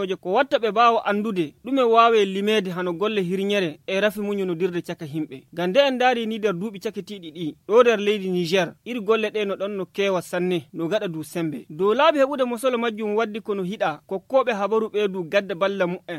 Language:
Fula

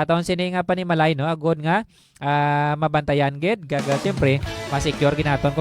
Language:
Hiligaynon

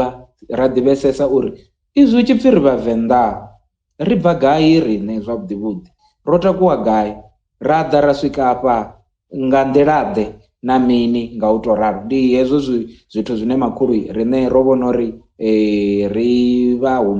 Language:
Venda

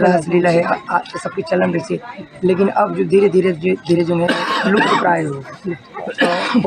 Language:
Chhattisgarhi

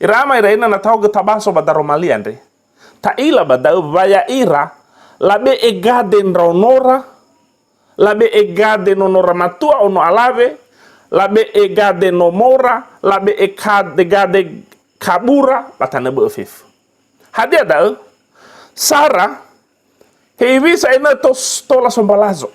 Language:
Nias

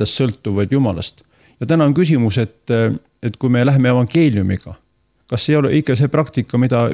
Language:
Estonian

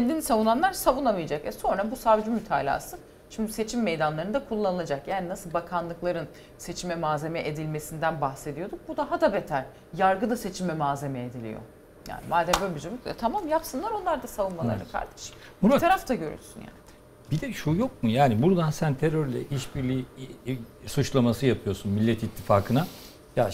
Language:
Turkish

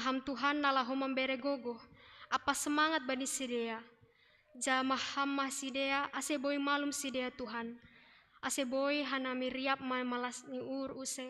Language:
Batak Simalungun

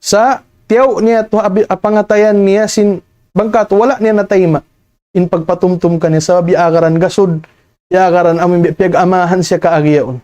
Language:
Tausug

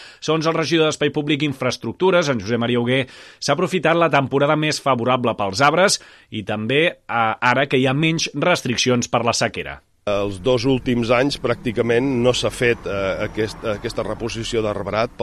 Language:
Catalan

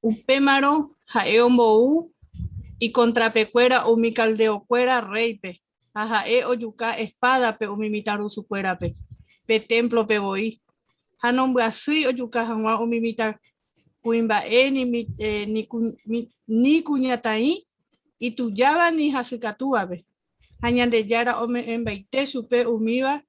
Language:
Guarani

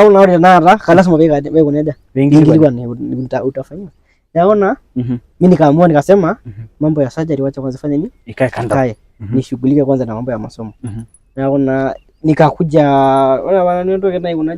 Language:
Masai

